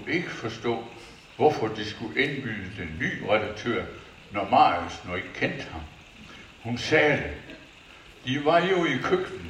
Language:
Danish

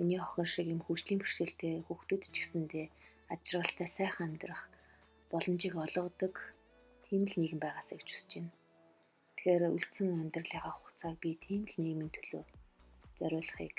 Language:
Mongolian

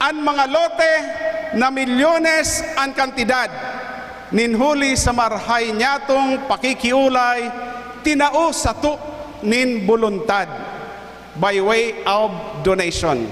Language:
Bikol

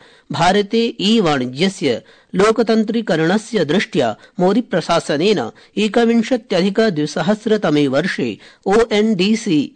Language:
Sanskrit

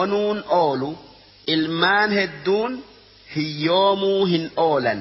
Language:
Oromo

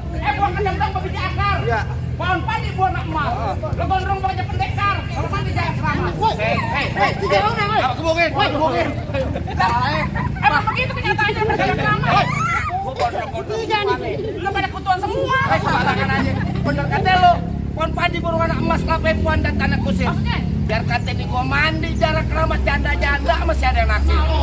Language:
Betawi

